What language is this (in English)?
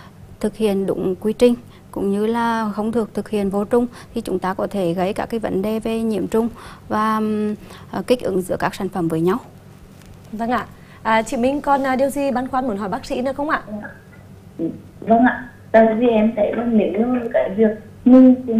Vietnamese